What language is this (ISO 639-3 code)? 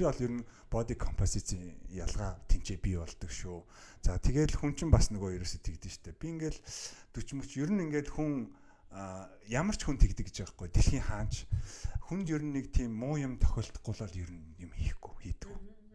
mon